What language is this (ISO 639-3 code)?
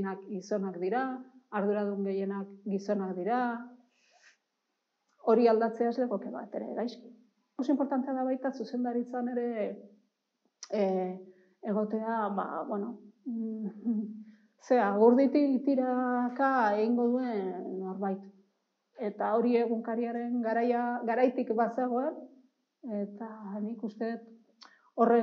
eus